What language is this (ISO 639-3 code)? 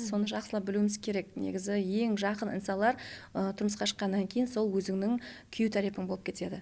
kaa